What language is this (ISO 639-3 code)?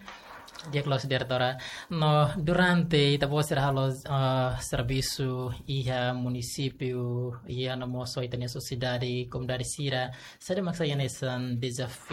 tet